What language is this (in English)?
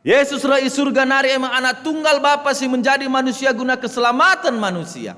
Batak Karo